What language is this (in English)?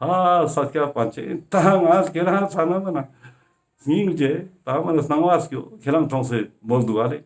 Ladakhi